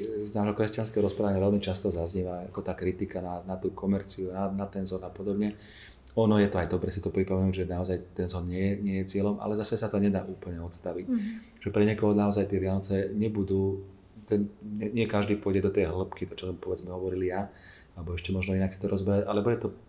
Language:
Slovak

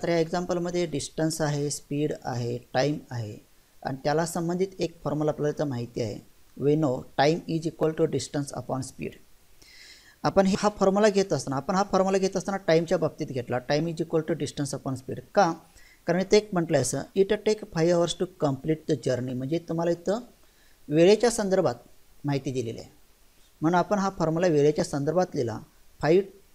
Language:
Marathi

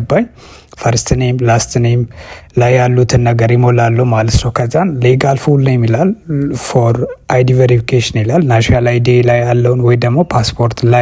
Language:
Amharic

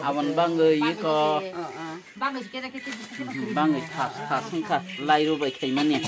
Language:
Kok Borok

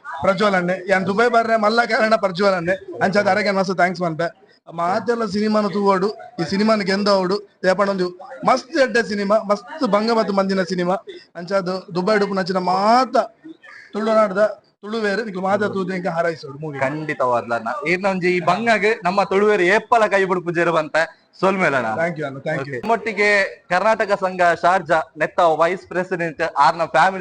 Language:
Tulu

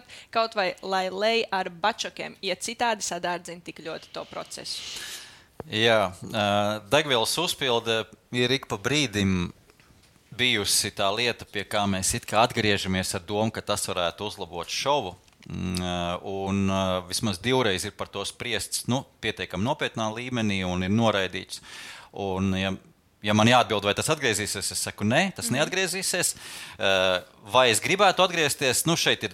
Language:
Latvian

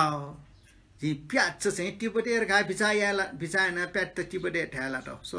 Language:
Newari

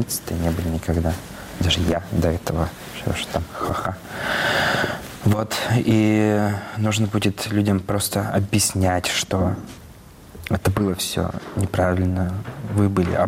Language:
Russian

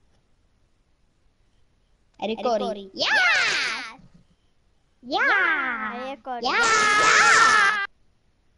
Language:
Icelandic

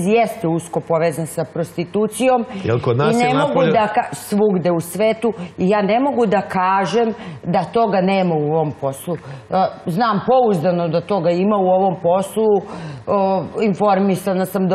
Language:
Serbian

